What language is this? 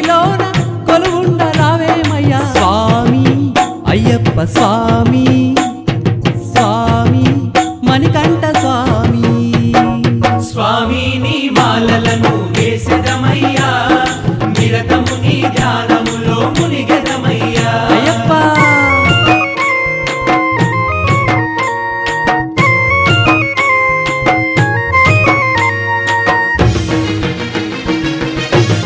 Telugu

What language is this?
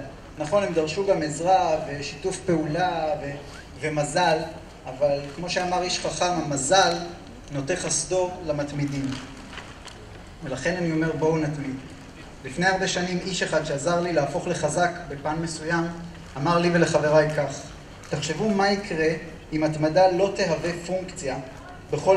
Hebrew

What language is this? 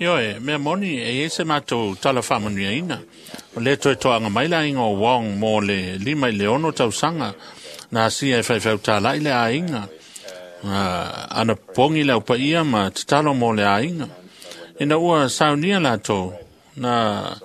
Samoan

